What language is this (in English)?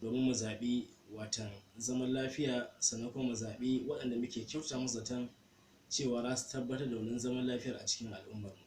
Hausa